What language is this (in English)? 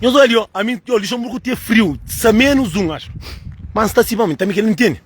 Kabuverdianu